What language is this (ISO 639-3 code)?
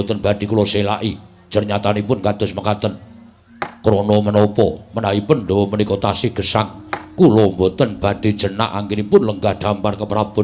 jav